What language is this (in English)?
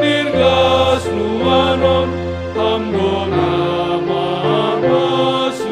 Batak Simalungun